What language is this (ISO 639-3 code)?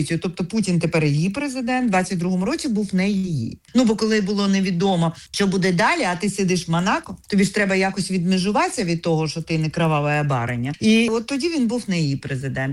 ukr